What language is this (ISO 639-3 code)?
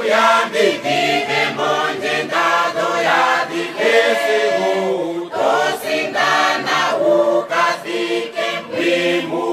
ndo